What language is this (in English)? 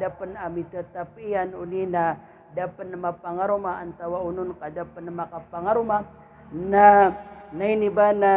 Maranao